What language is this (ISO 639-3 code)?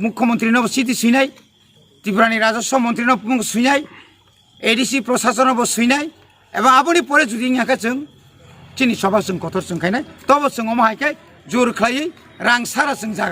trp